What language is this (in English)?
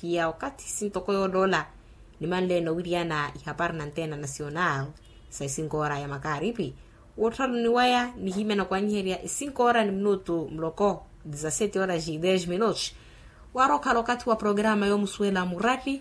Makhuwa